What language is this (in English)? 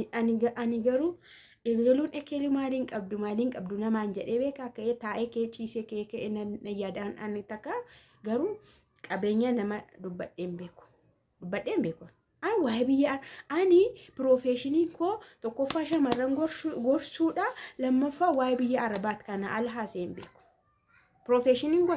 Oromo